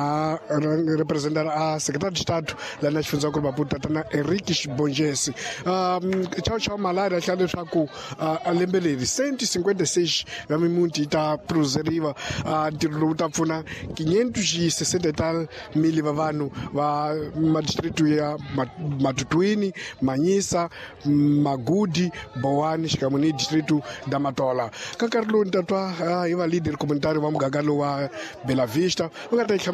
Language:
Tsonga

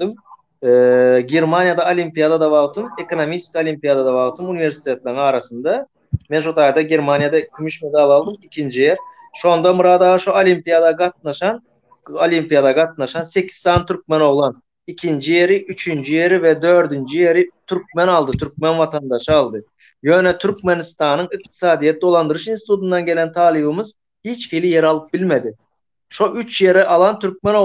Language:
Turkmen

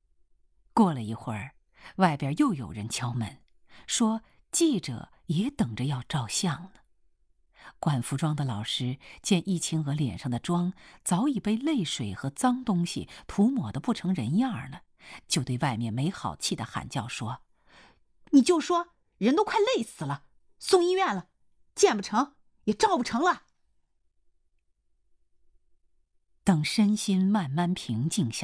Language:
Chinese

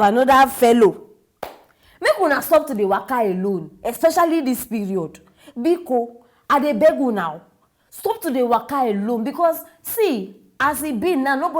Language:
Nigerian Pidgin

